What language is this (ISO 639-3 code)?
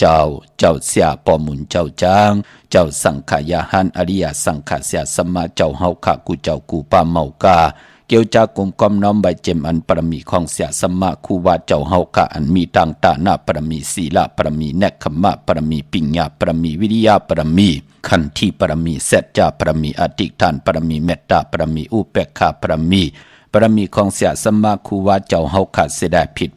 shn